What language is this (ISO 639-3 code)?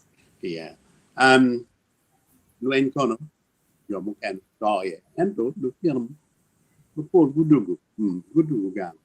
ach